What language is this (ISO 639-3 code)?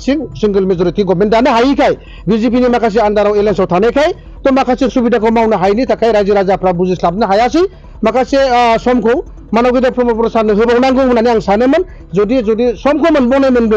brx